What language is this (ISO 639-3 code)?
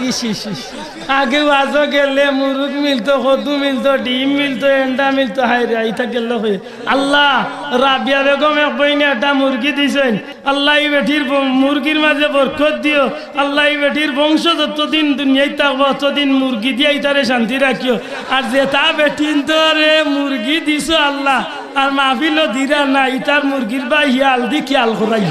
syl